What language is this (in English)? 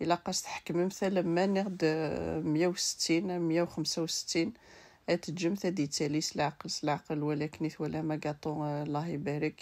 Kabyle